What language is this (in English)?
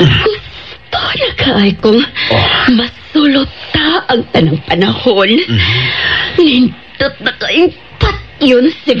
Cebuano